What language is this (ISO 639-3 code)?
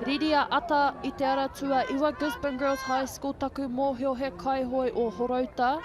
mri